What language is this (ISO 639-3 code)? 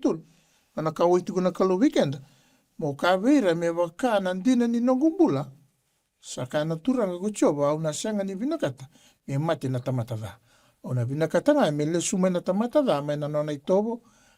fij